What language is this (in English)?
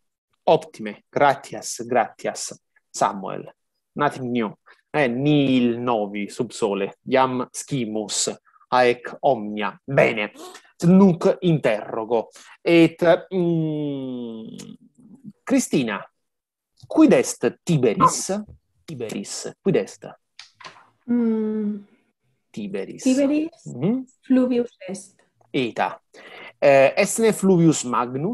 Latin